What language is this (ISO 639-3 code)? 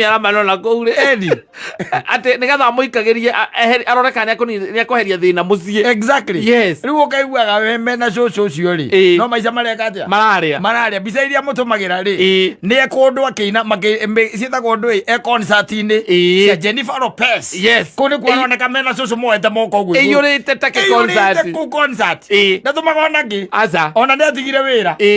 kik